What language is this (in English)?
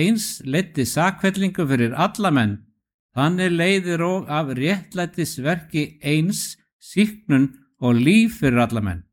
Icelandic